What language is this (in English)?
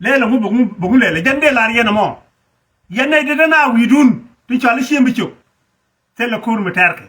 Nuer